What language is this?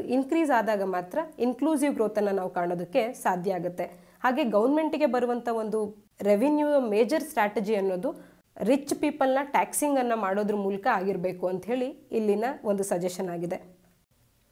Kannada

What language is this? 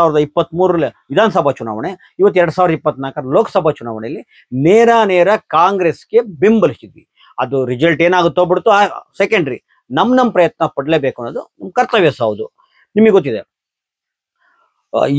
Kannada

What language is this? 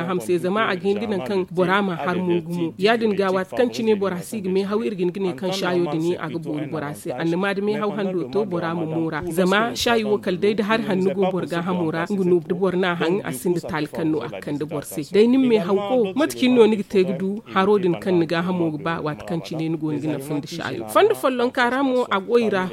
Zarma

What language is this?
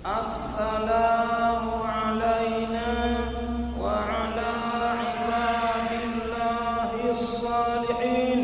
Achinese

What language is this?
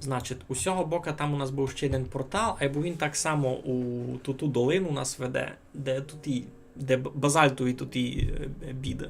Rusyn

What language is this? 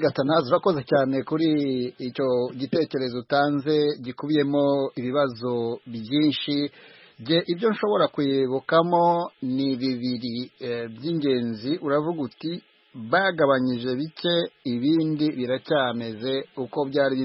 Kinyarwanda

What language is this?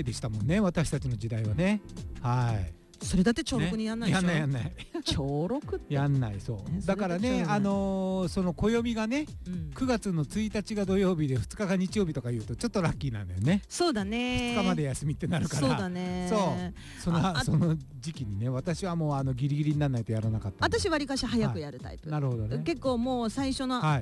Japanese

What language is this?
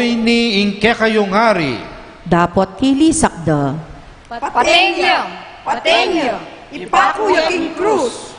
Pampanga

